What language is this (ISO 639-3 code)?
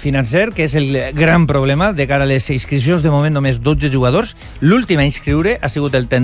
cat